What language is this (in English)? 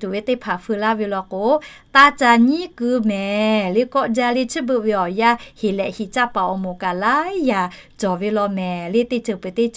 Lahu